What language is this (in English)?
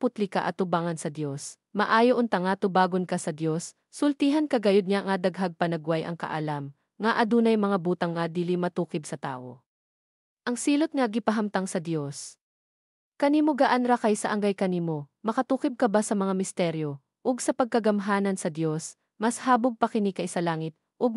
Cebuano